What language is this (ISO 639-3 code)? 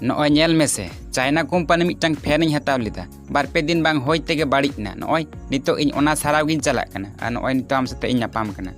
sat